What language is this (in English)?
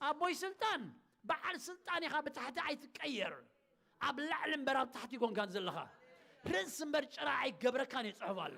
Tigrinya